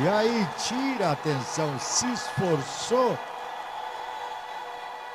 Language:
Portuguese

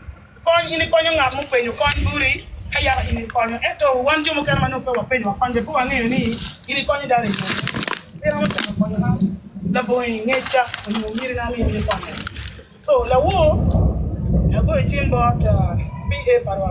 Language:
Acoli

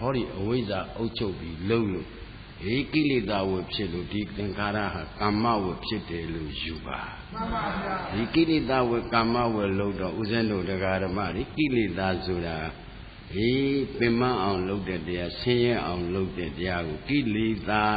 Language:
Burmese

